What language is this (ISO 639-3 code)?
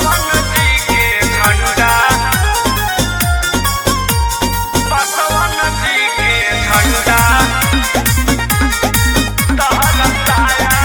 bho